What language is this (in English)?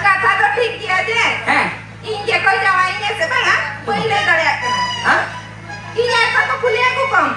Santali